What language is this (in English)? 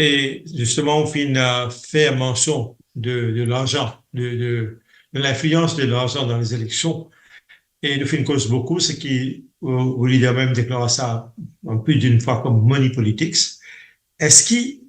Morisyen